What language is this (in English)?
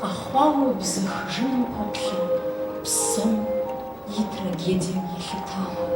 Kabardian